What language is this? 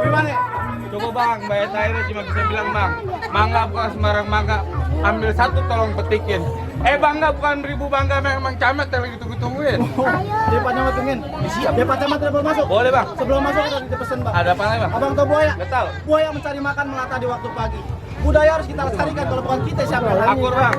Betawi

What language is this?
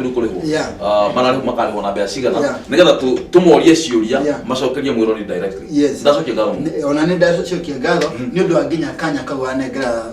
Kikuyu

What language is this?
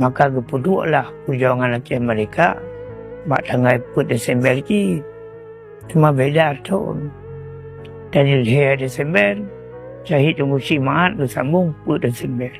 Achinese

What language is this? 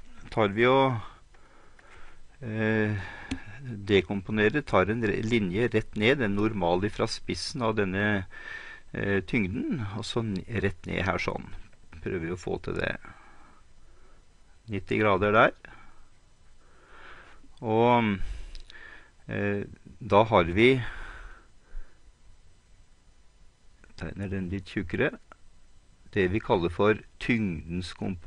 Norwegian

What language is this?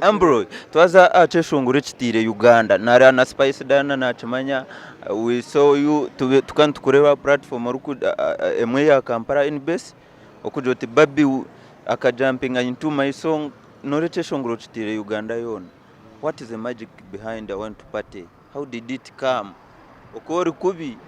Nyankole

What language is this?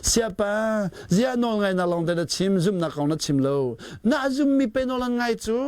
Hakha Chin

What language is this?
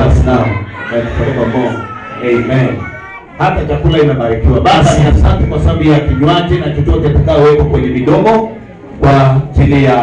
Swahili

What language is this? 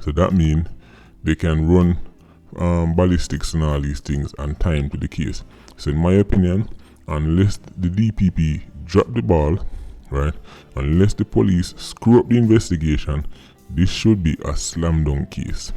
Jamaican Creole English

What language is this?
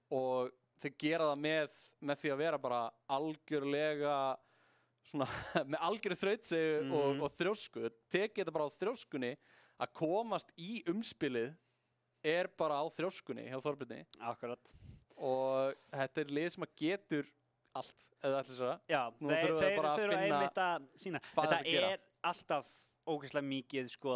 Icelandic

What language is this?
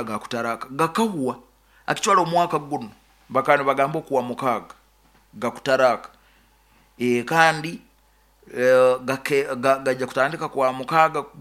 Nyoro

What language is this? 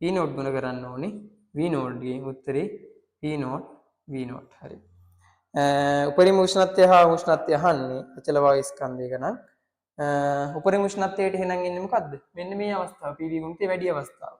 Sinhala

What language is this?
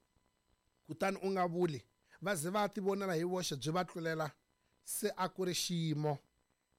Tsonga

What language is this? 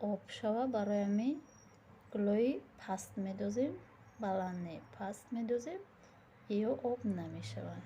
Tajik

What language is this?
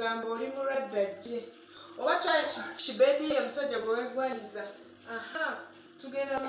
Ganda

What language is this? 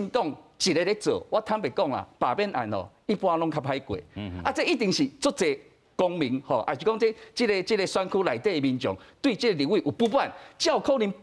Min Nan Chinese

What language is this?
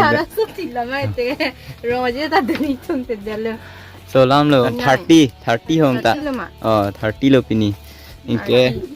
Karbi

